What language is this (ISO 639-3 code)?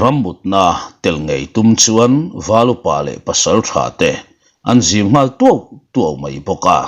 lus